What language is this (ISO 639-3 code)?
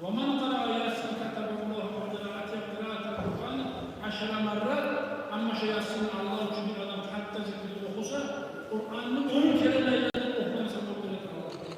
kum